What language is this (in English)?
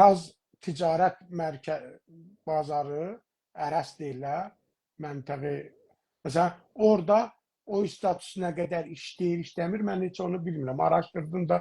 South Azerbaijani